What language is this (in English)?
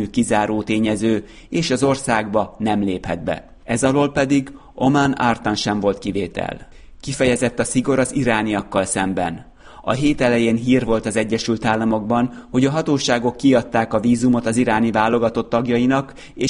Hungarian